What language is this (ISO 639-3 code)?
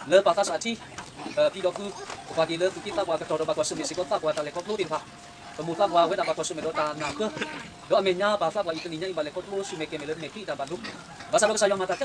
ksw